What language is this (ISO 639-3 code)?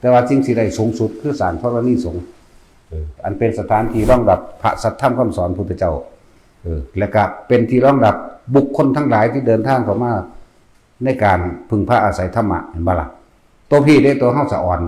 tts